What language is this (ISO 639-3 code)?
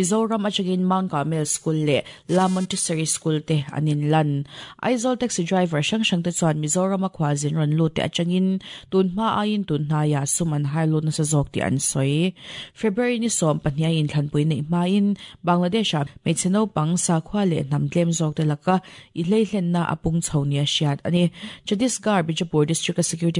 lus